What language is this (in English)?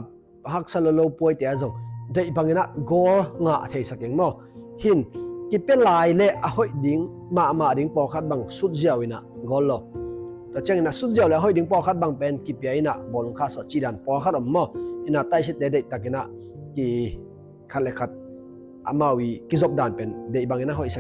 Tedim Chin